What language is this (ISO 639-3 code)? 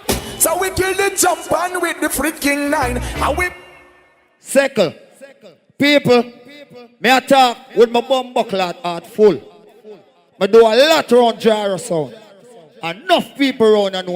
jam